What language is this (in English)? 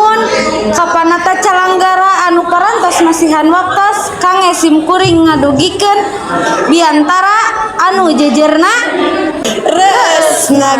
Sundanese